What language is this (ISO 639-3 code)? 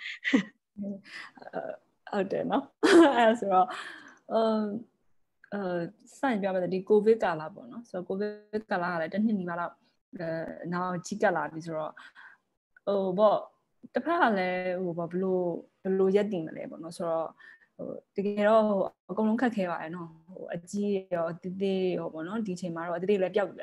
mya